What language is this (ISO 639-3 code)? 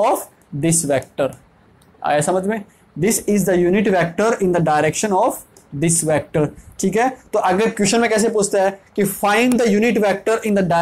hin